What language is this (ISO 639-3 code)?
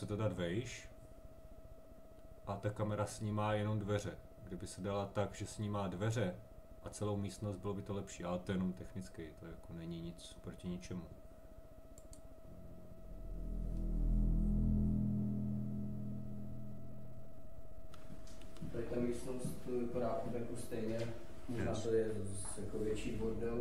ces